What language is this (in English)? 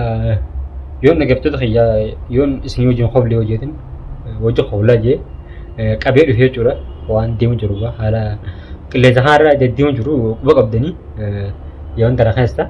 Oromo